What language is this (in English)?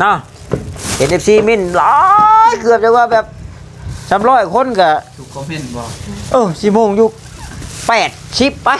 Northeastern Thai